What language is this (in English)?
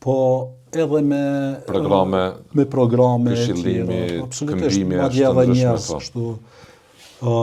Albanian